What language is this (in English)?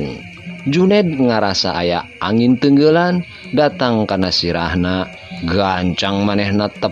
Sundanese